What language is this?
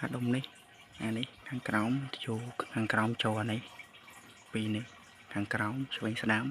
Khmer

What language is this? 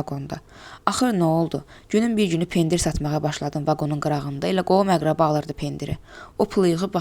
Azerbaijani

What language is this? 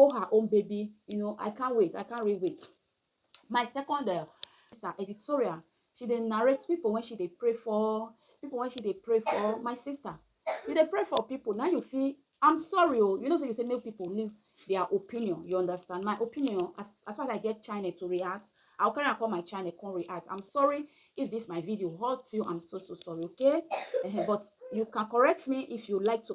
Nigerian Pidgin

